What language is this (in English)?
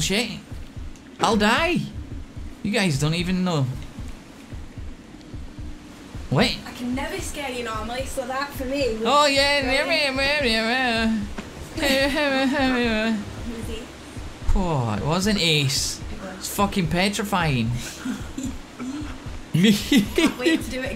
English